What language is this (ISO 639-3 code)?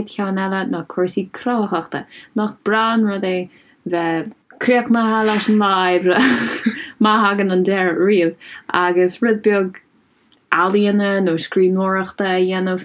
gle